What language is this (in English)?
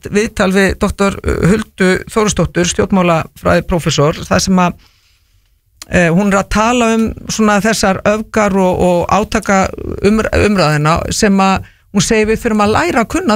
Icelandic